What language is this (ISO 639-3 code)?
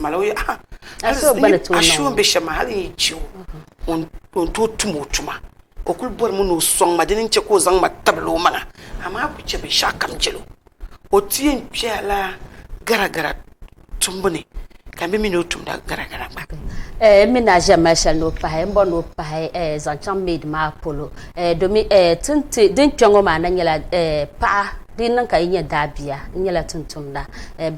dag